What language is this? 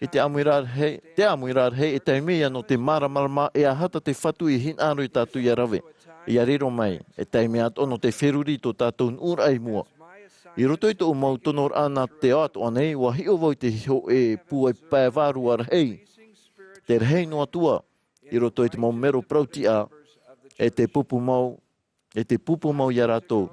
Tahitian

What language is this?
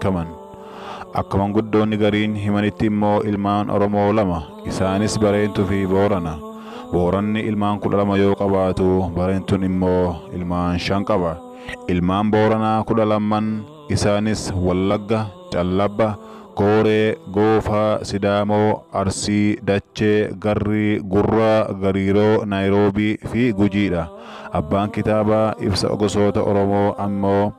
Oromo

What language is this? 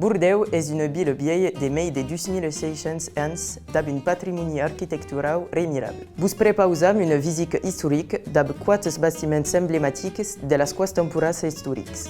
Occitan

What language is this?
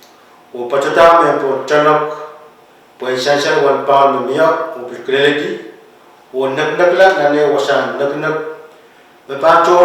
Pohnpeian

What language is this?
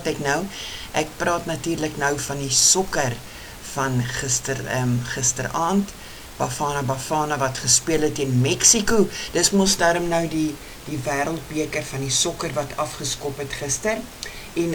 Afrikaans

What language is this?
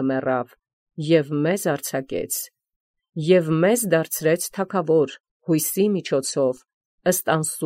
Armenian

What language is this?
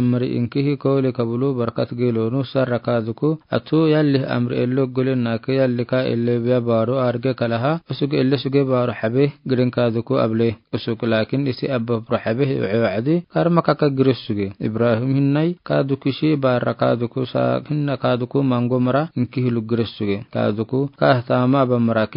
Afar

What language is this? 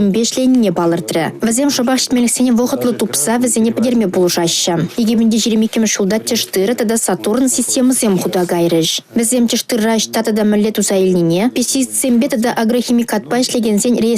Chuvash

